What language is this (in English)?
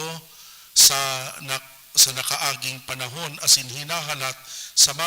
Bikol